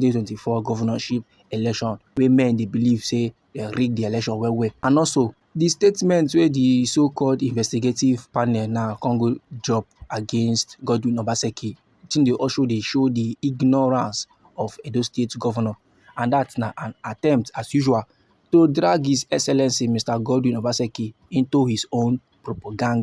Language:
Nigerian Pidgin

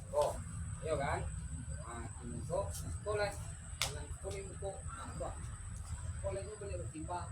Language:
Minangkabau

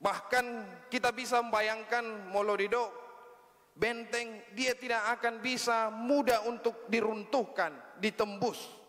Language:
Batak Toba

